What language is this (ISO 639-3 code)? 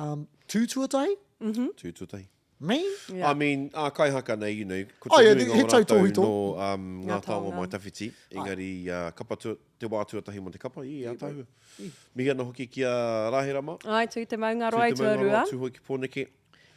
mri